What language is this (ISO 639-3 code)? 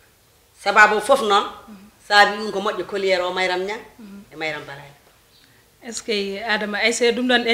ful